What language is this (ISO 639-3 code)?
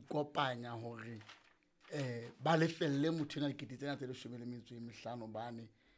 sot